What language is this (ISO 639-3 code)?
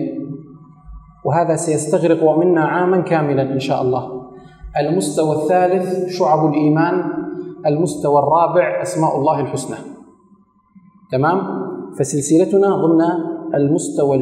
ara